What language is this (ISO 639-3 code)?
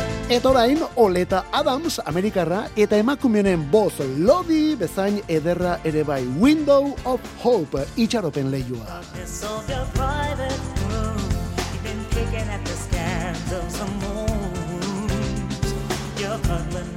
eus